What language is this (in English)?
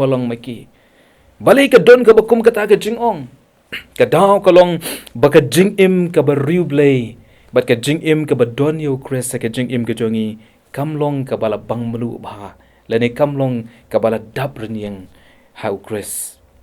Khasi